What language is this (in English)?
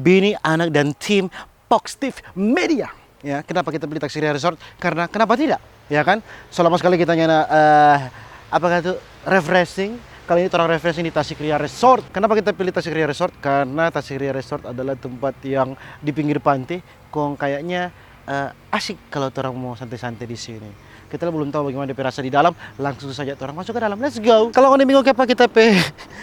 Manado Malay